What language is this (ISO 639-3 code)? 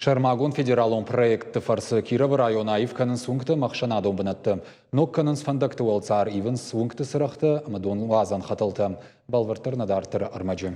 oss